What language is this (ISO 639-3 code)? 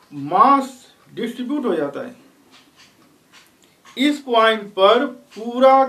hin